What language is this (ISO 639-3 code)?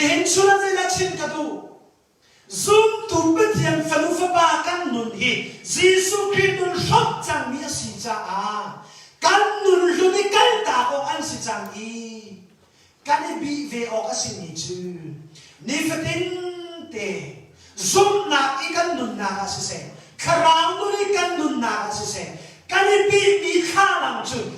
cnh